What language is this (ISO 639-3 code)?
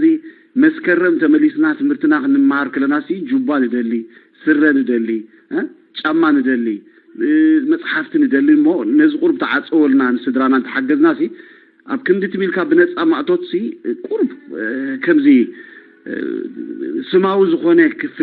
tir